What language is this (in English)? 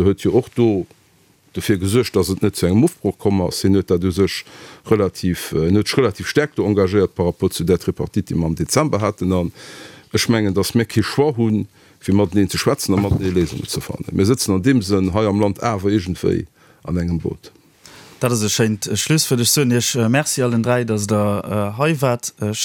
Luxembourgish